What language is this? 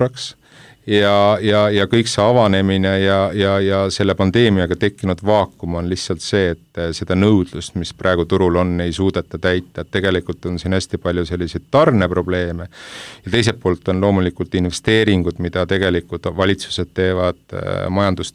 Estonian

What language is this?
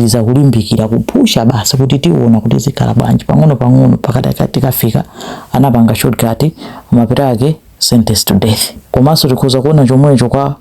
Nyanja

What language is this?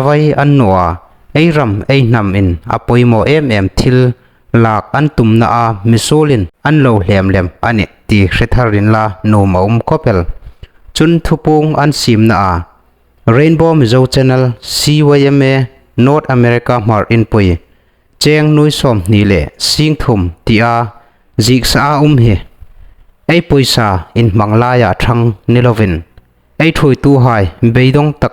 Hmar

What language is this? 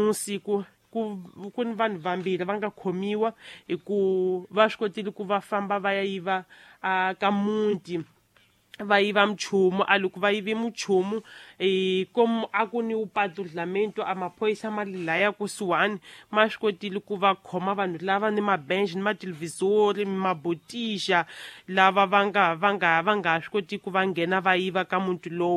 Tsonga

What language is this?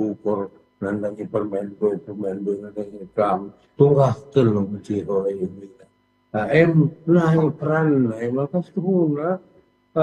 Batak Karo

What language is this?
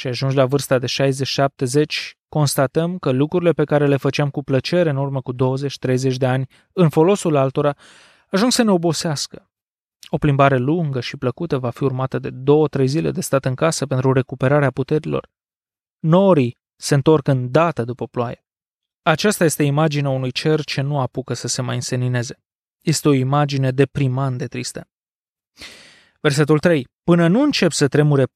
Romanian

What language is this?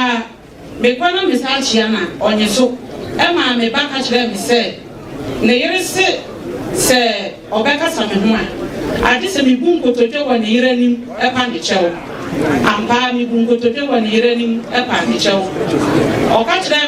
Akan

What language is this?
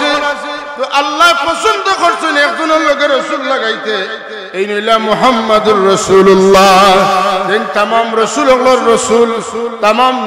Sylheti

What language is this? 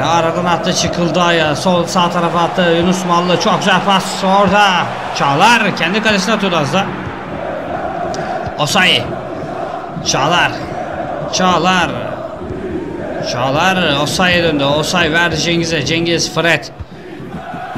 Turkish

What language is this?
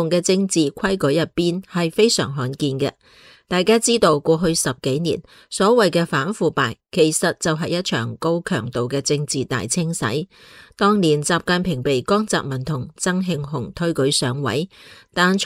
Cantonese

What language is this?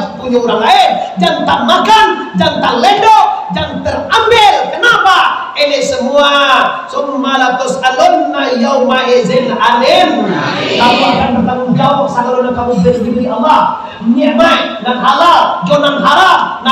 Minangkabau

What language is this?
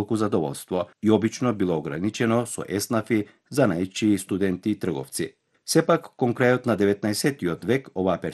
Macedonian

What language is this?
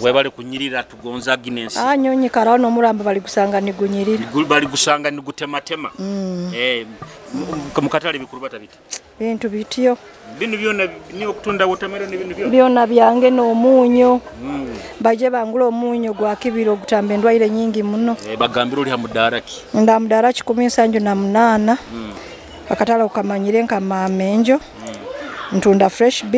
Nyoro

